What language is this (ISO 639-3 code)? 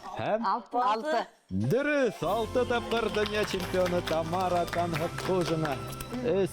bak